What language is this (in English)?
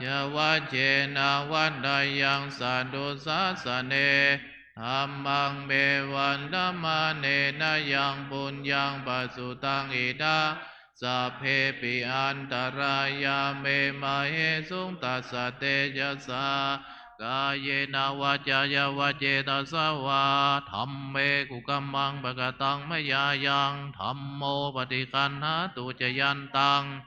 Pali